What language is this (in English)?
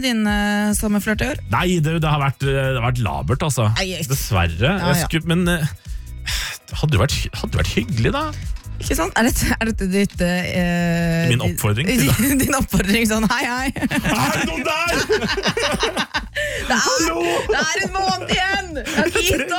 Norwegian